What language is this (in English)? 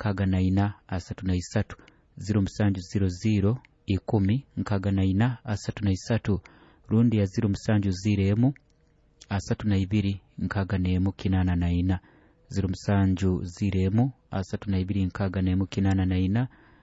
Nyoro